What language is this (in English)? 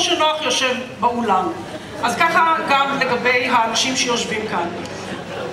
Hebrew